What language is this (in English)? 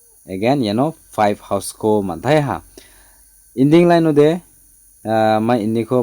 Garo